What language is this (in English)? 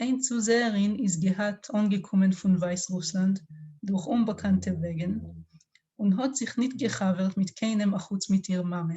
Yiddish